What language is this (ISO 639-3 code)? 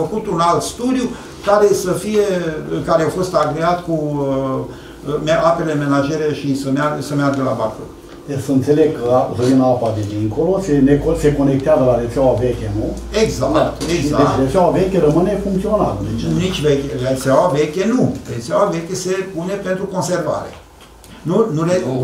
ron